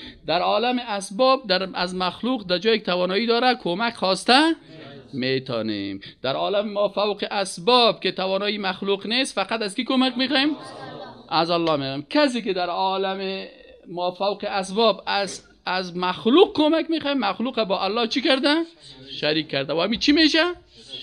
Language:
Persian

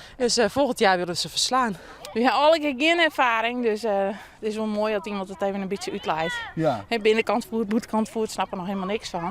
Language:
Western Frisian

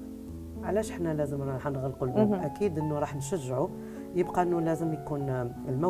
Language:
Algerian Arabic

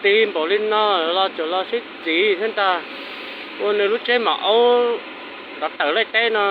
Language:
Hmong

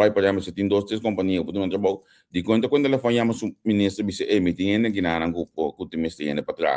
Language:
Papiamento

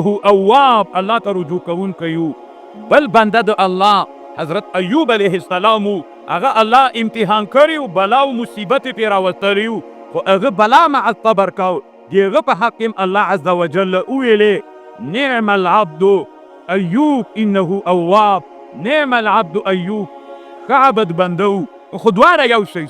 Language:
Pashto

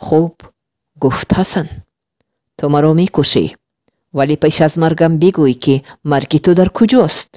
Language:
Tajik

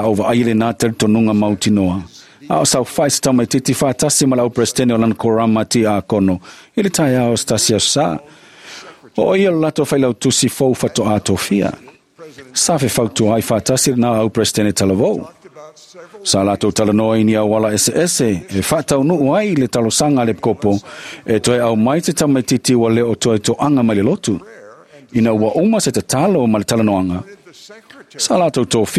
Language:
Samoan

